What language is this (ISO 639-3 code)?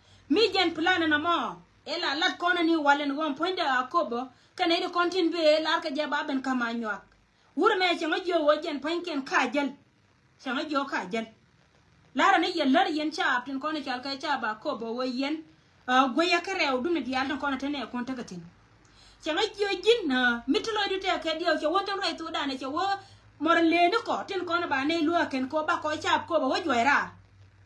nus